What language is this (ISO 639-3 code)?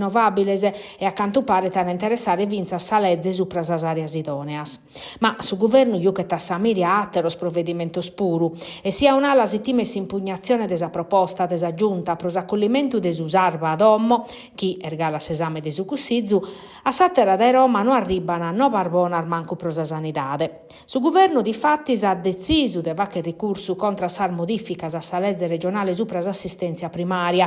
srd